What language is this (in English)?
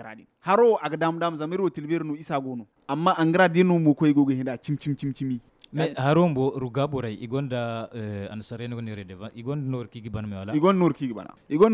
Zarma